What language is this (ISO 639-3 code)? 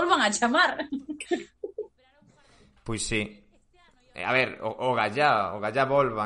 glg